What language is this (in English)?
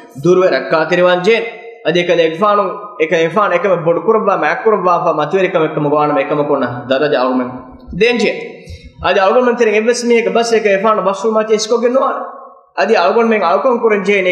Divehi